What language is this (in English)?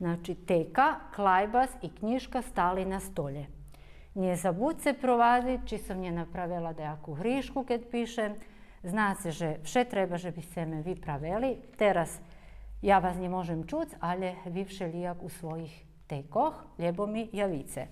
Rusyn